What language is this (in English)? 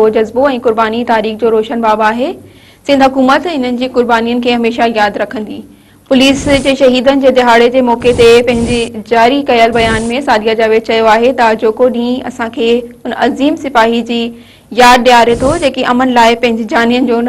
Sindhi